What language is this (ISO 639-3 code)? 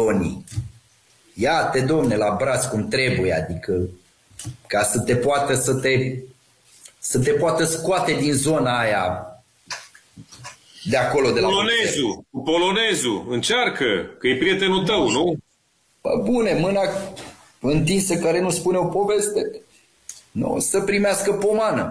ron